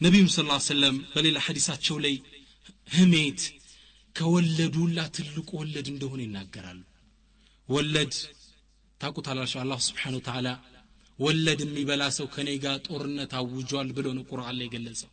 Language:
Amharic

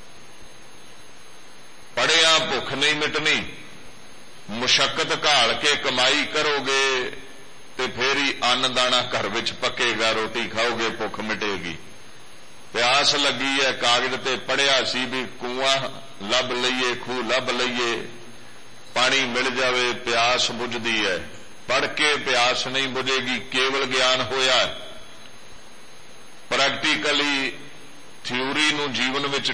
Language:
Punjabi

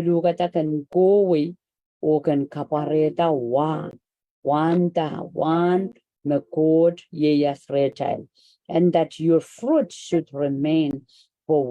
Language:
Pohnpeian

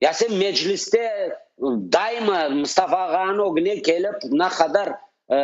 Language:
Crimean Tatar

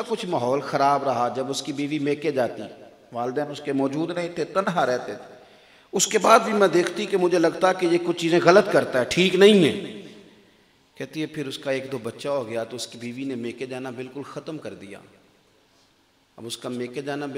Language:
Hindi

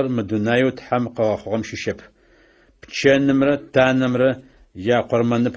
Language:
Adyghe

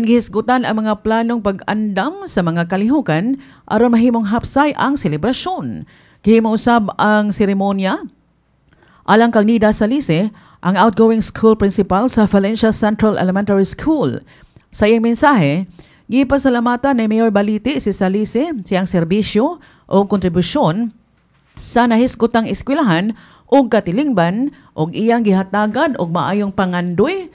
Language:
Cebuano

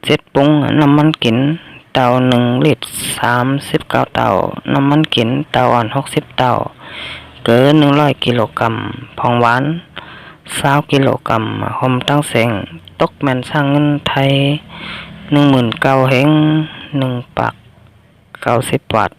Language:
Shan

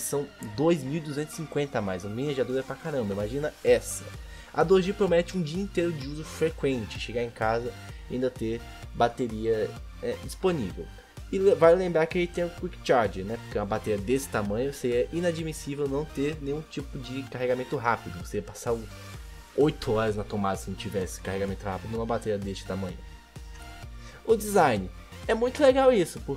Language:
Portuguese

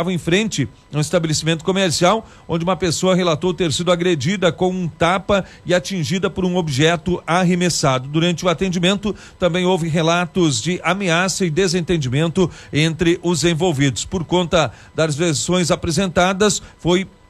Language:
Portuguese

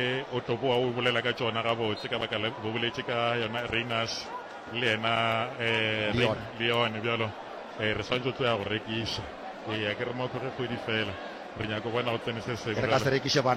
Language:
Northern Sotho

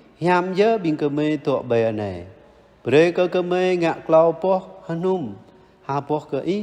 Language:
Jarai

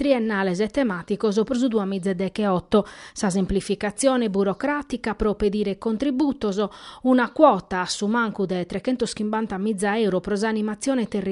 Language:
Sardinian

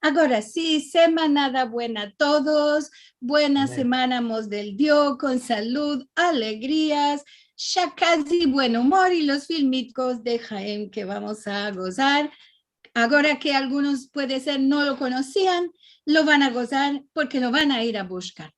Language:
Ladino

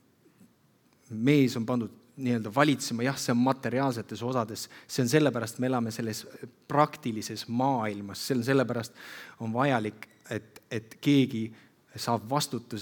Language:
Estonian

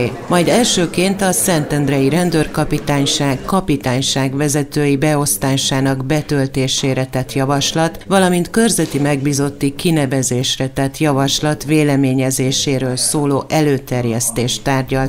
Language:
Hungarian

